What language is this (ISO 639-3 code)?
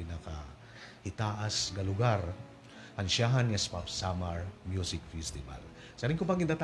war